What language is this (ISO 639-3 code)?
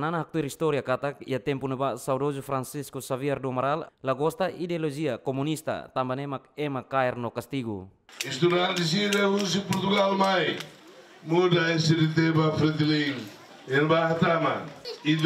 tet